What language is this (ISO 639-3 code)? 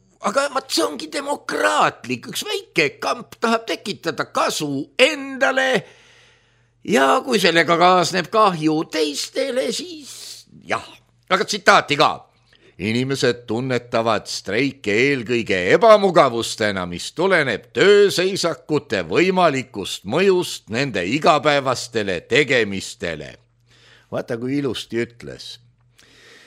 est